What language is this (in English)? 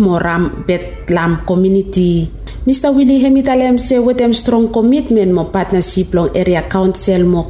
Bislama